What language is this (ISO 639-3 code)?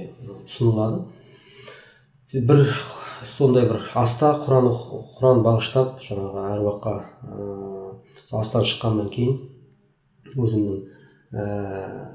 kaz